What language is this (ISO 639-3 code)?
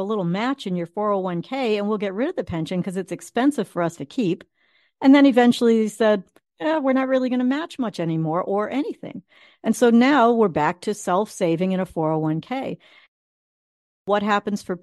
eng